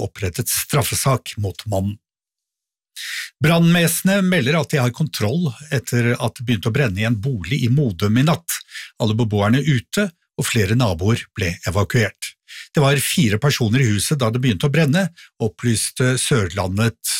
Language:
Norwegian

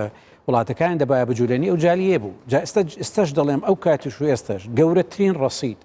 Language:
Central Kurdish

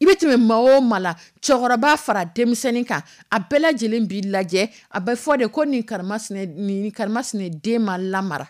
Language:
Dyula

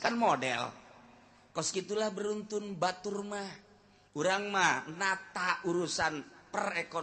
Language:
Sundanese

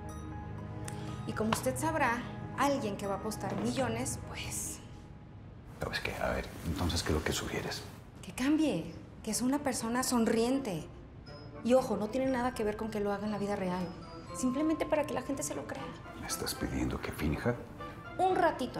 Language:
Spanish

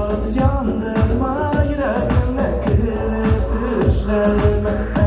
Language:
Tatar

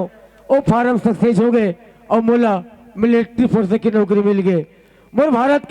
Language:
Chhattisgarhi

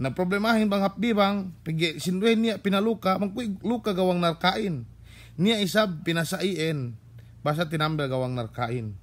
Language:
Yakan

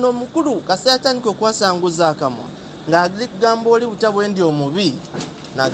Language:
Ganda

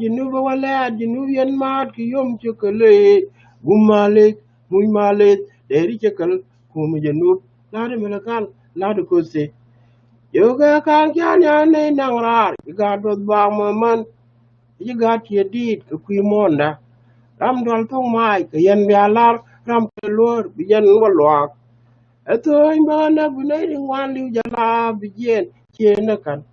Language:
Nuer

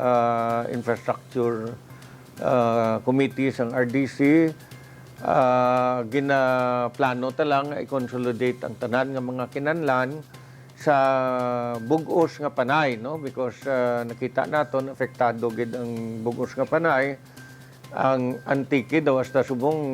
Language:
Hiligaynon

